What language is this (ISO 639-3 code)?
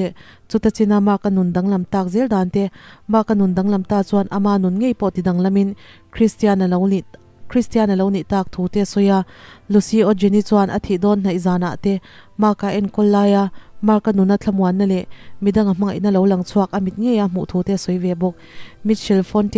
lus